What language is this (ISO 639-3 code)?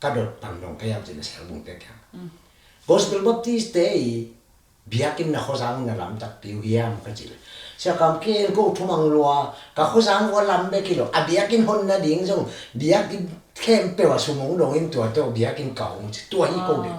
ctd